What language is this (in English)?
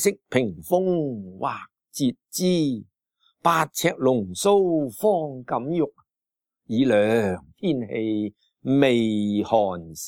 Cantonese